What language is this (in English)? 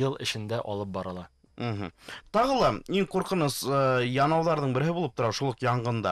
Bashkir